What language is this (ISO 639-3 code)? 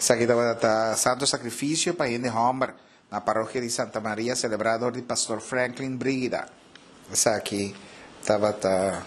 pap